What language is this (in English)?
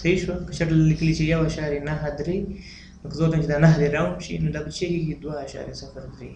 Pashto